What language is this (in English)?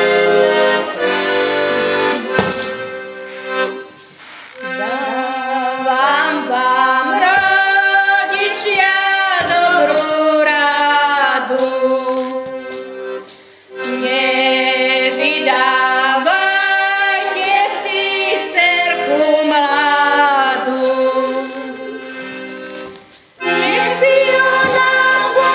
Slovak